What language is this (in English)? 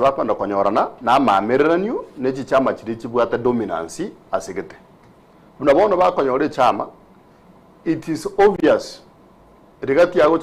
Gusii